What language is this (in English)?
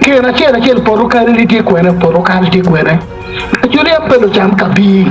Acoli